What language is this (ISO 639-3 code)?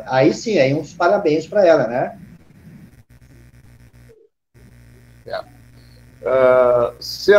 por